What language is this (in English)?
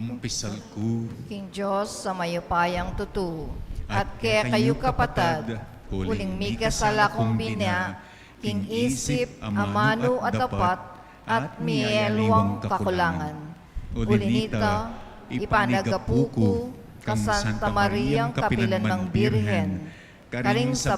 Pampanga